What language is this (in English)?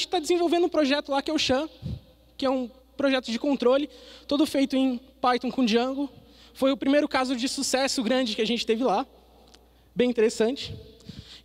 Portuguese